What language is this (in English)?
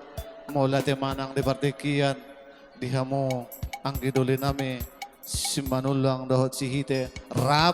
Batak Toba